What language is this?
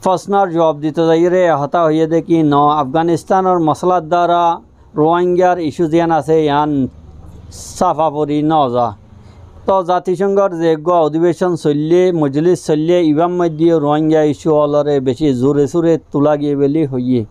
Rohingya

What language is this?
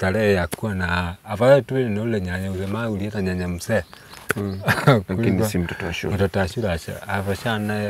Swahili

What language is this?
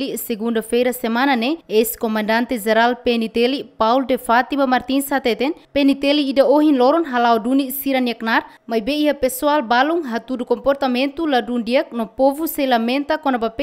Tetum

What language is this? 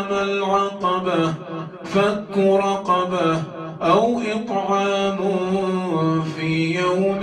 Arabic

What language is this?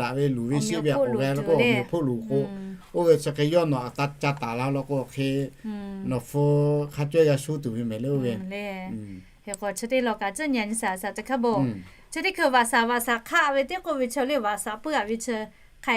Lahu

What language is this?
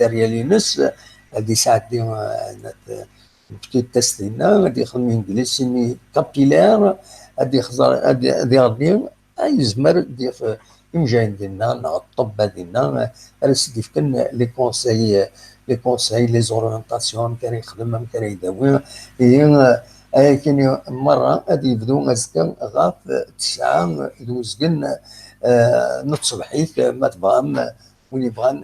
Kabyle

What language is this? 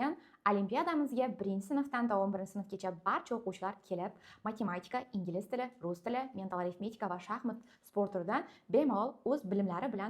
Uzbek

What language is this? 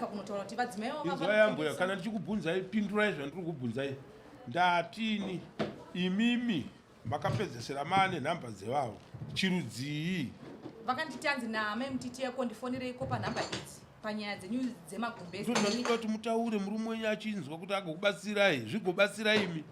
Shona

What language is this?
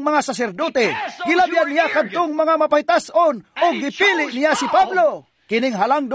Cebuano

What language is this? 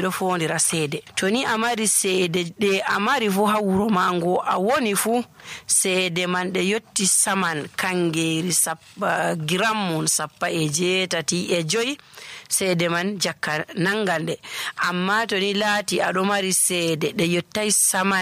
Nigerian Fulfulde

